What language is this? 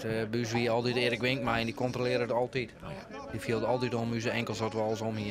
Western Frisian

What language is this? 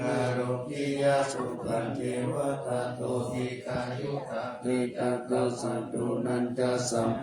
Pali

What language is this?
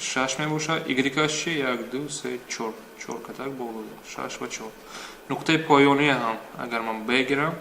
Tajik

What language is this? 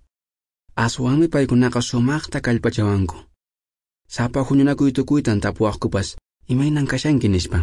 Quechua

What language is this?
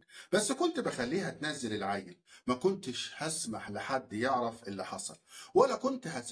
Egyptian Arabic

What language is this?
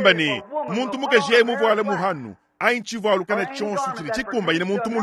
Luba-Lulua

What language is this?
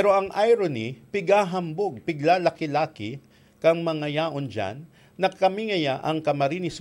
Bikol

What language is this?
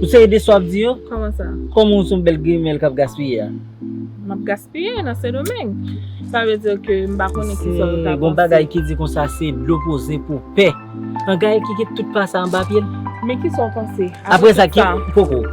Haitian Creole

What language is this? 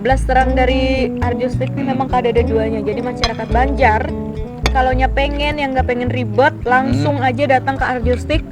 Banjar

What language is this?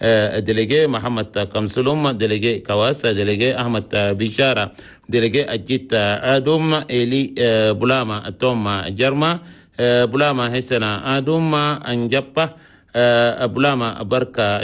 Chadian Arabic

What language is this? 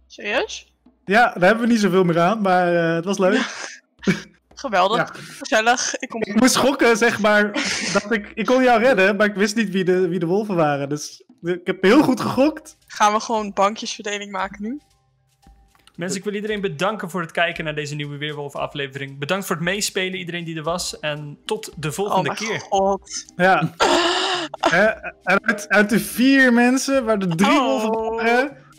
Dutch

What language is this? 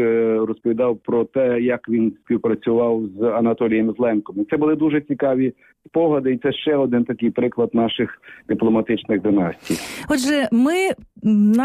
Ukrainian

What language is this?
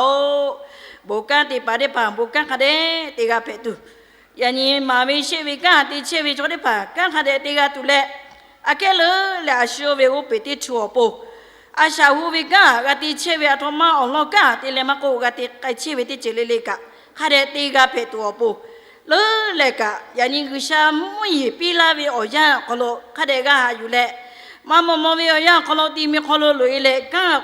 Lahu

